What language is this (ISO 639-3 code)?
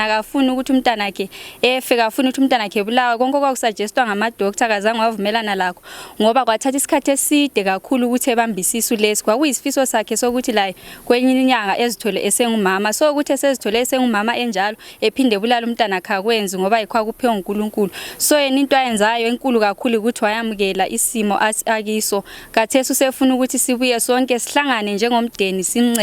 sna